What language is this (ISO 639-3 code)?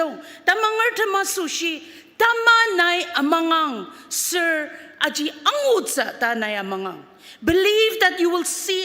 njo